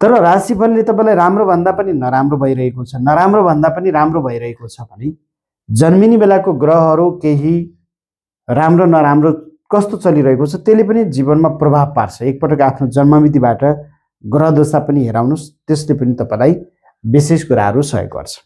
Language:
Nepali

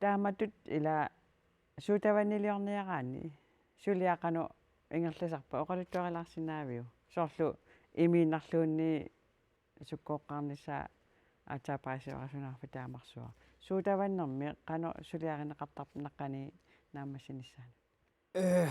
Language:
Kalaallisut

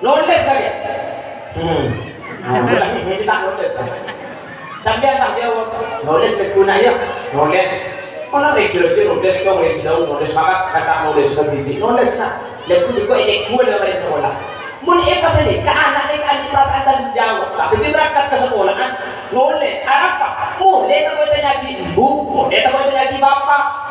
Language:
Madurese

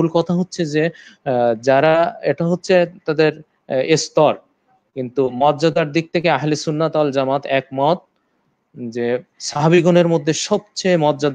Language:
Bangla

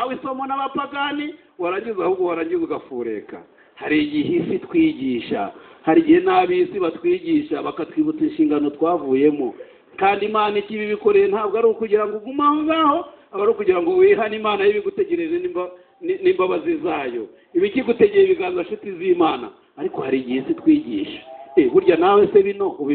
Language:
Kinyarwanda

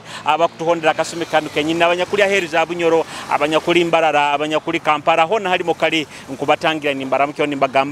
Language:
Nyoro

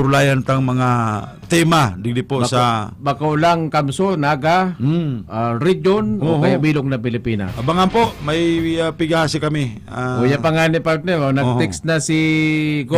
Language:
Bikol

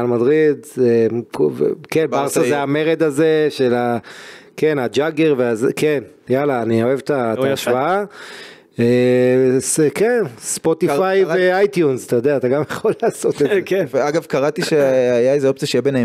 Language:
Hebrew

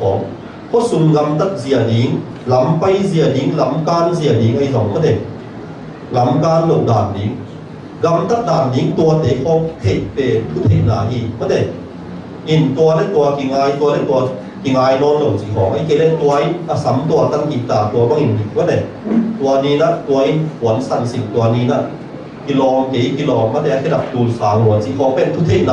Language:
Tedim Chin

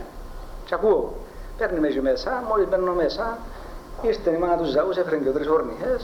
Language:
Greek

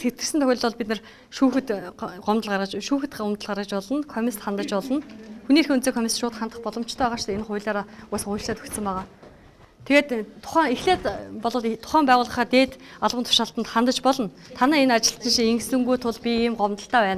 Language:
Mongolian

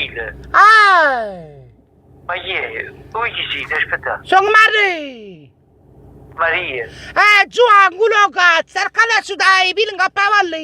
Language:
Neapolitan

